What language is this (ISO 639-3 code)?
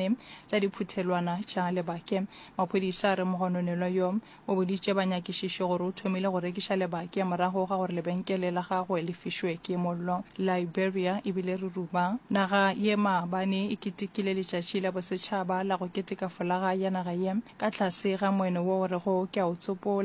nso